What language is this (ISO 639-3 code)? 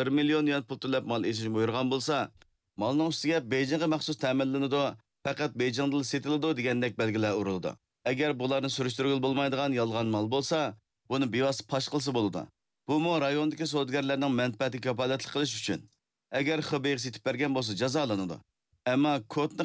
uig